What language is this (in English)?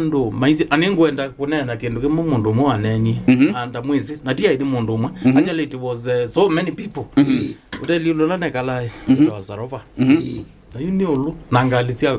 Kamba